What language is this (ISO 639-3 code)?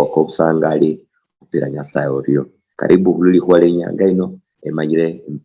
luy